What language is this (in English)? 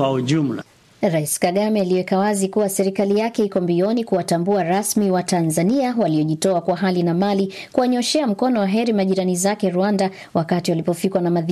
Swahili